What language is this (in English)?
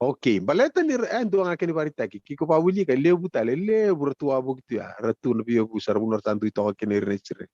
Fijian